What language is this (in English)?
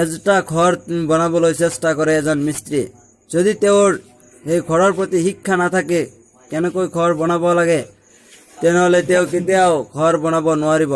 Assamese